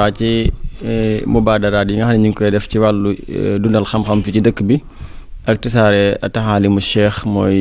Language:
Wolof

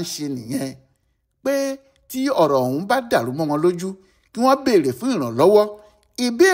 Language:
Yoruba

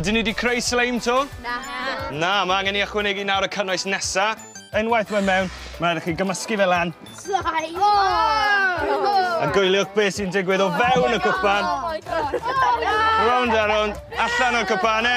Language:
Welsh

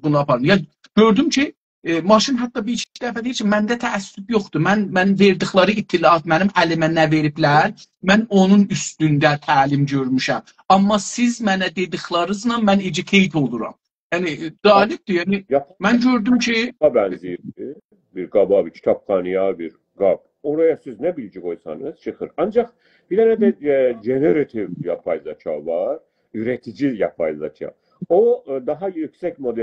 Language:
South Azerbaijani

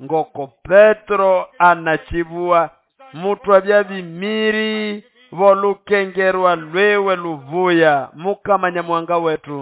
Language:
Nande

